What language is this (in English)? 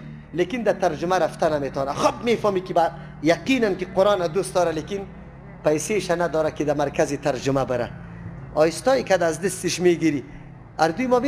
Persian